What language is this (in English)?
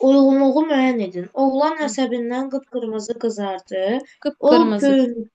Azerbaijani